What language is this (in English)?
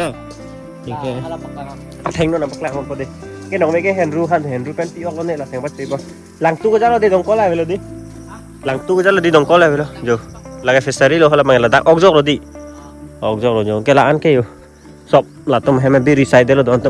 Karbi